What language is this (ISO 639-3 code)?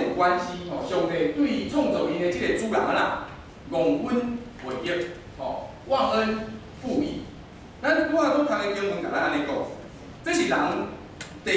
nan